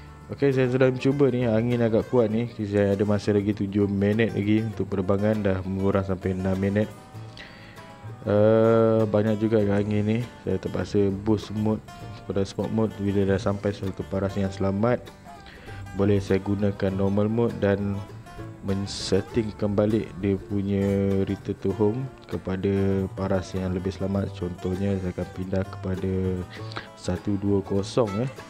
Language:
Malay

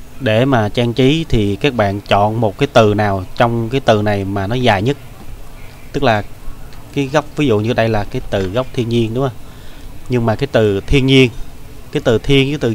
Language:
Vietnamese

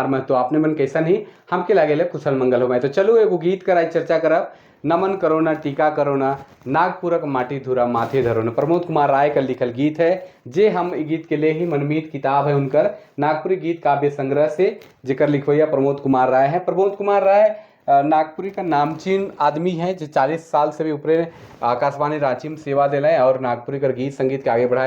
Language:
Sadri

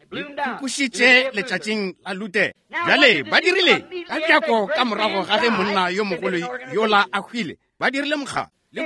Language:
Northern Sotho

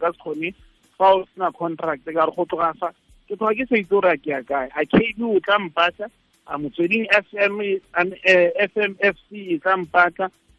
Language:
Tswana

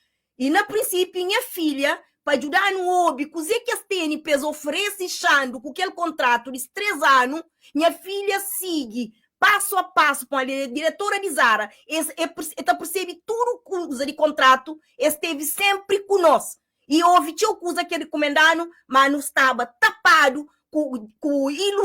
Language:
Kabuverdianu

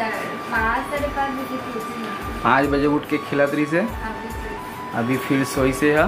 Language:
Chhattisgarhi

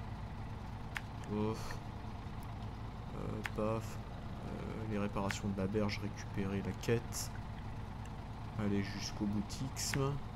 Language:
French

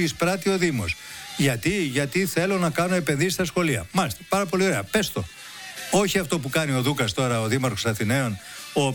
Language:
Greek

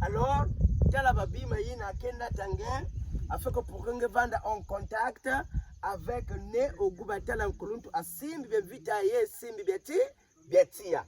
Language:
Kituba (Democratic Republic of Congo)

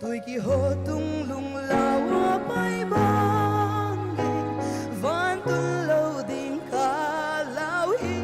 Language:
Paite Chin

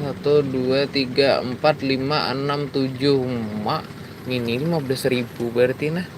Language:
Banjar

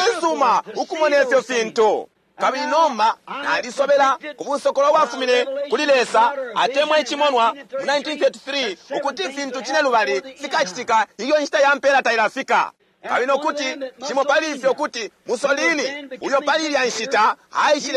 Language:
Bemba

